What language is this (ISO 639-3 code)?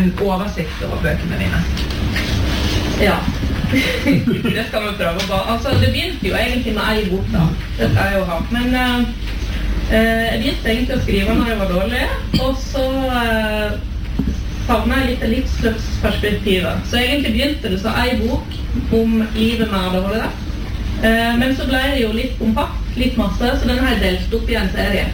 nor